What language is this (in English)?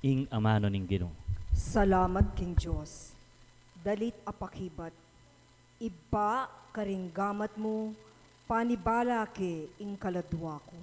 Pampanga